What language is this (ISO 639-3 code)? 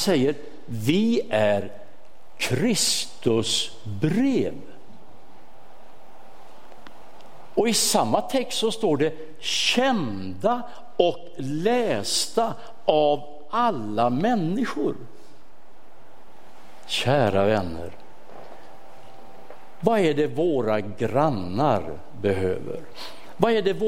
swe